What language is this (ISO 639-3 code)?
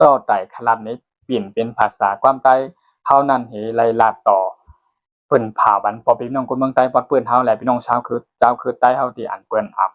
shn